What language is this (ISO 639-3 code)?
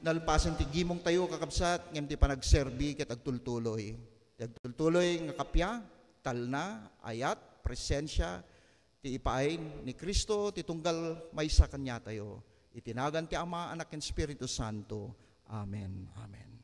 ilo